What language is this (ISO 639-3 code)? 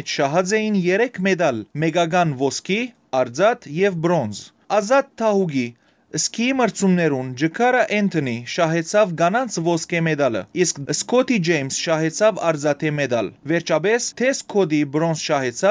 hyw